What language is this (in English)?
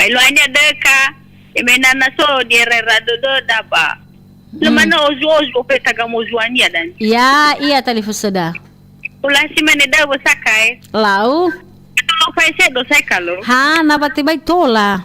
Nias